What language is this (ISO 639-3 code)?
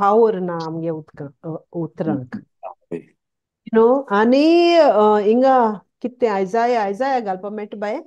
kok